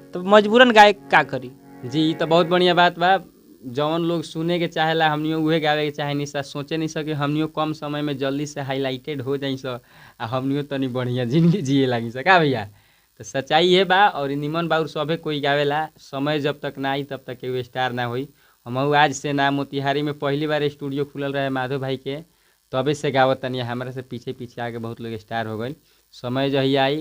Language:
Bhojpuri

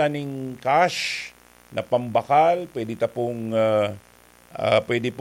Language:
Bikol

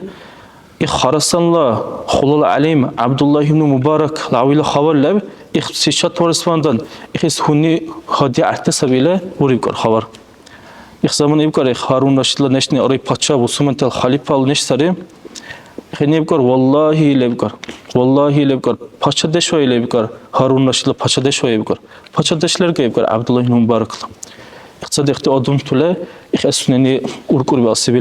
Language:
Dargwa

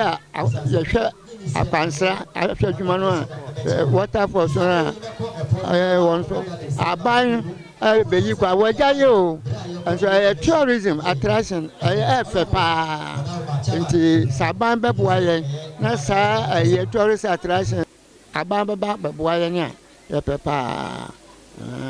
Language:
Akan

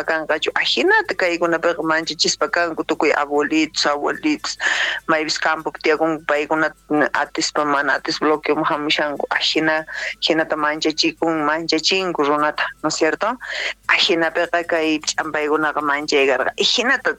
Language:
South Bolivian Quechua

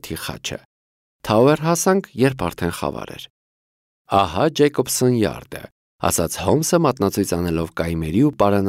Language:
Armenian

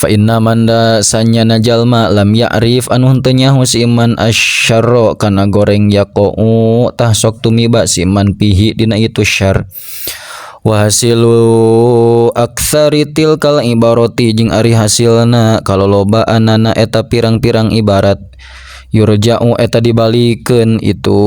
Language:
Sundanese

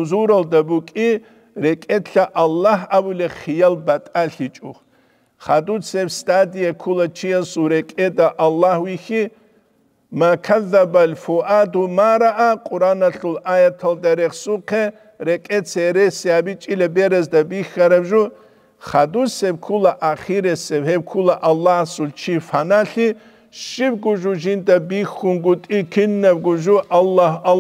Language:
Avaric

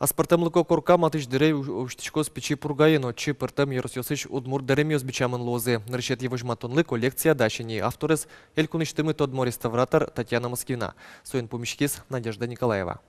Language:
Udmurt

